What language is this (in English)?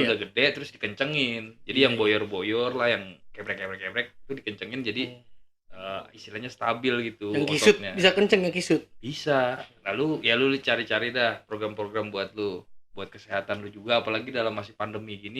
Betawi